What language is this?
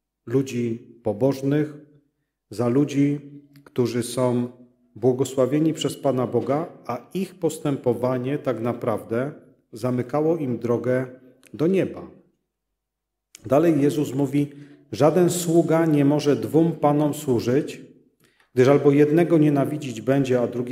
Polish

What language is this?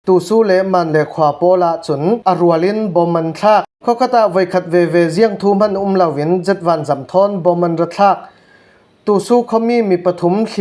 Falam Chin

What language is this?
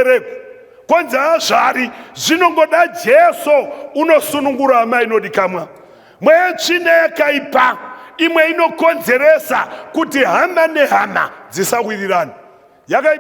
Shona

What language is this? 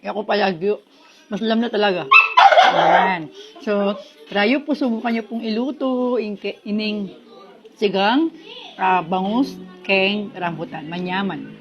Pampanga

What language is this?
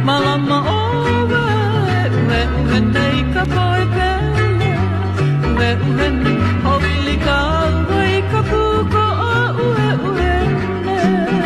Hawaiian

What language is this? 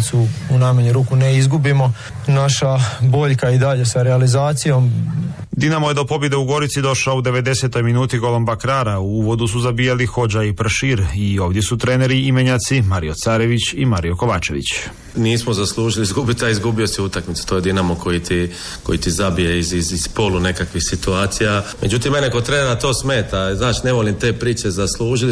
Croatian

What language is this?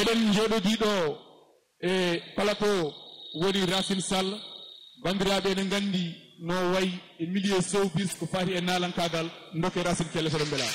Fula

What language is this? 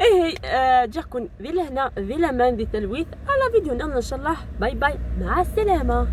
Algerian Arabic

